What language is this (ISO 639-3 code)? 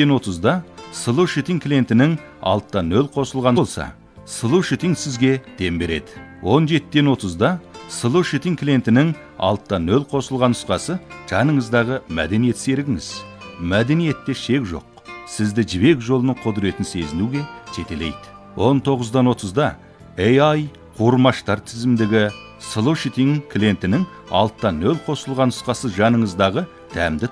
kaz